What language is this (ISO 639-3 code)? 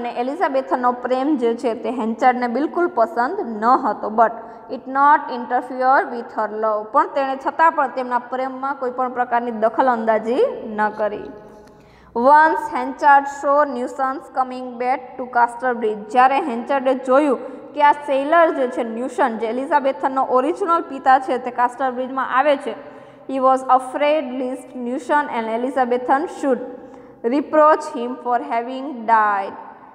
guj